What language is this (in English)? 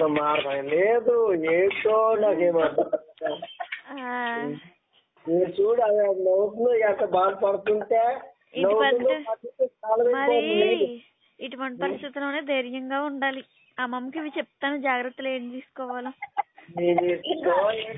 Telugu